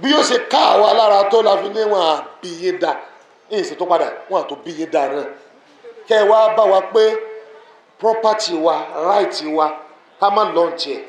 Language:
Yoruba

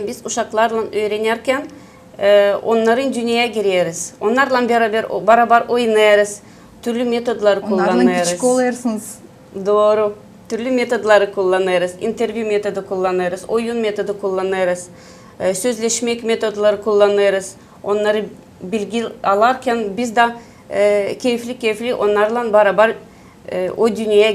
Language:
Gagauz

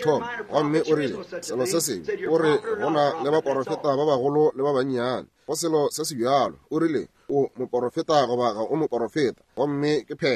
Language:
Northern Sotho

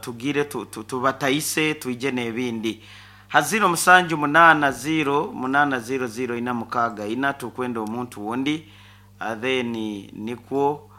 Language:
Nyankole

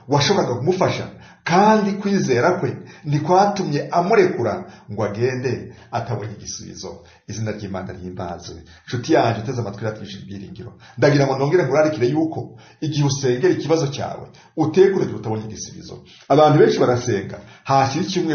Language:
Kinyarwanda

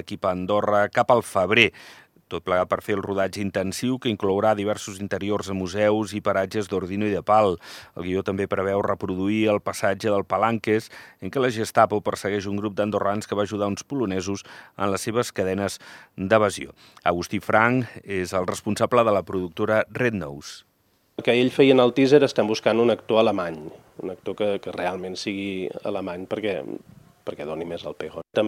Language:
Catalan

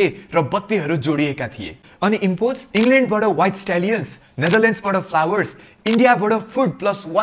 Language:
Nepali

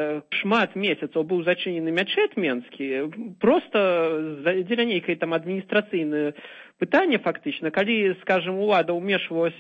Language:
Belarusian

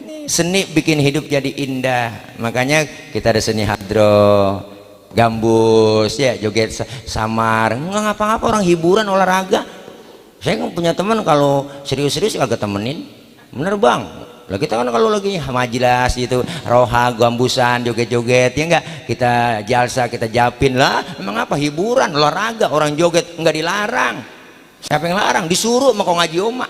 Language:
Betawi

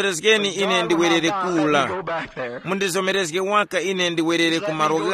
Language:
Tumbuka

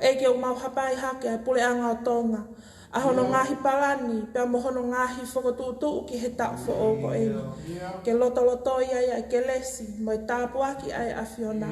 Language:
Tongan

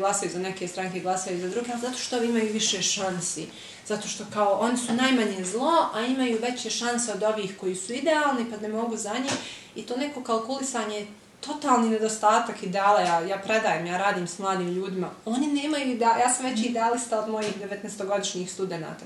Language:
Bosnian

